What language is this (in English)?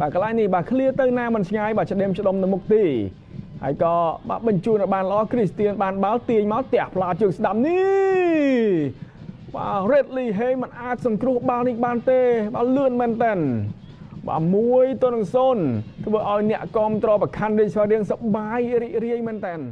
Khmer